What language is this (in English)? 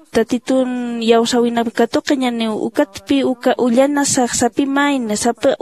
Aymara